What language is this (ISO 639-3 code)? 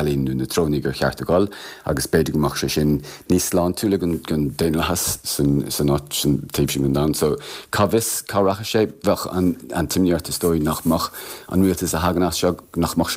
gle